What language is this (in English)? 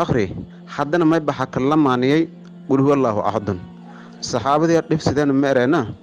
Somali